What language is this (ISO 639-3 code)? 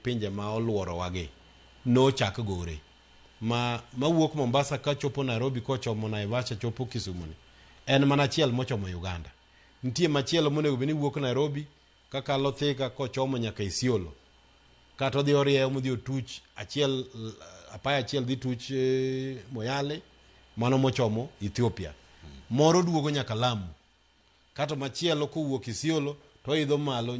luo